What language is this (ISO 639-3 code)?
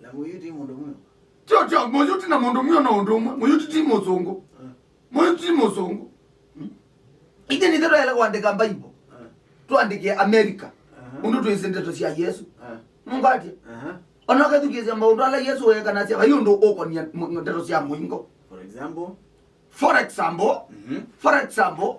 kam